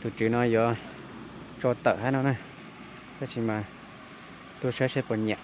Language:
Hmong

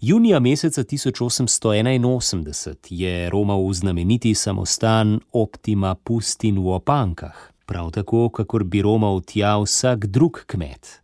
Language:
Slovenian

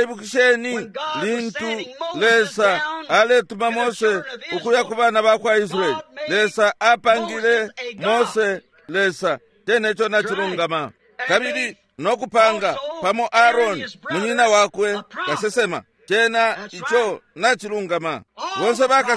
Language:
Bemba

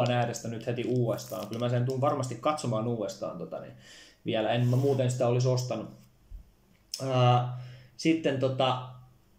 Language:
Finnish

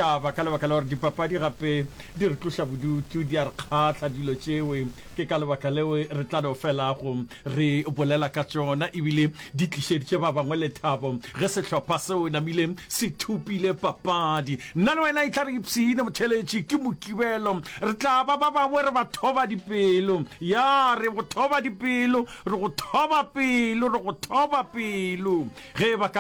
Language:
Northern Sotho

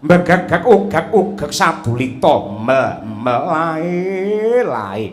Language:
Javanese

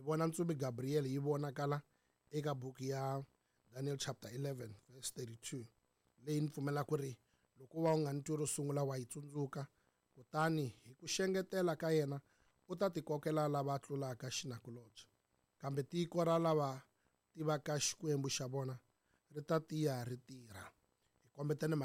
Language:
Tsonga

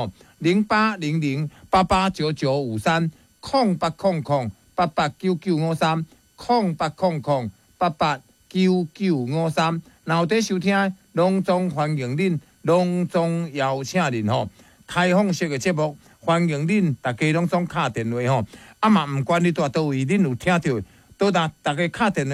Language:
Min Nan Chinese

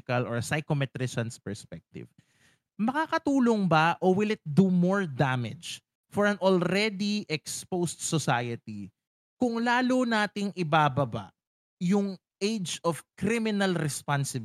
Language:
Filipino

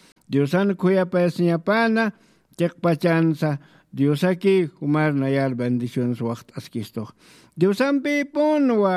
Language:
Aymara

